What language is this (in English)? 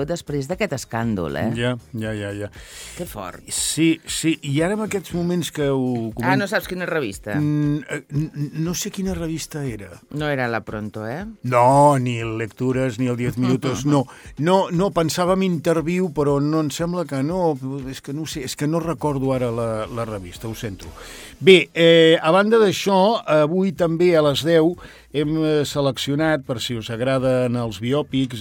Catalan